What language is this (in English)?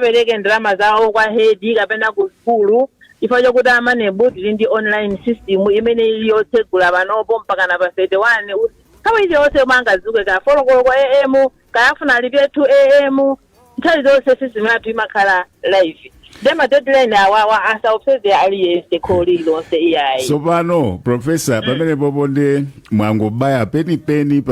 Nyanja